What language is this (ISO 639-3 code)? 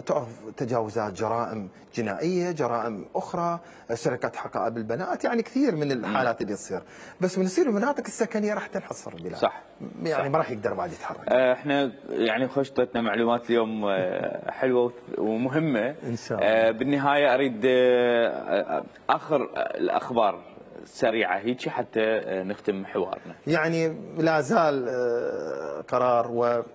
acm